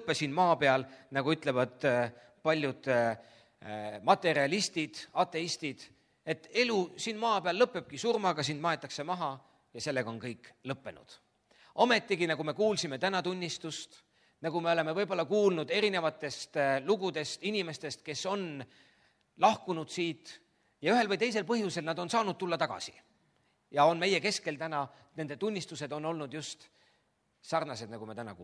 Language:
Estonian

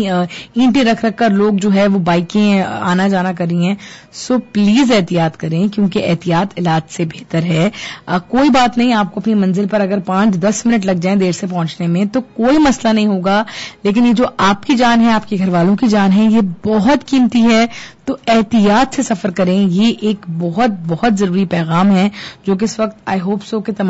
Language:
Urdu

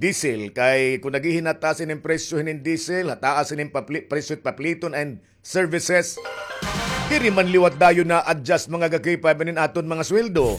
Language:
Waray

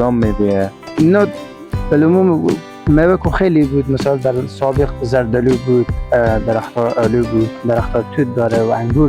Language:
Persian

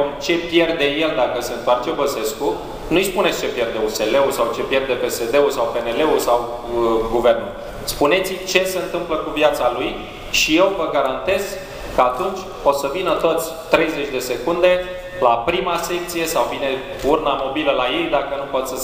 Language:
Romanian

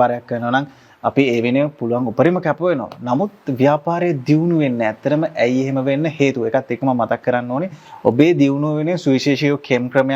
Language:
Sinhala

